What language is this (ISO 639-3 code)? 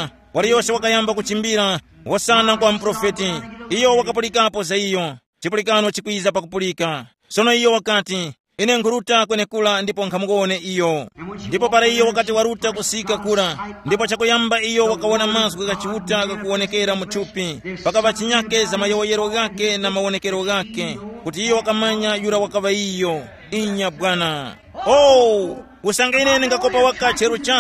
tum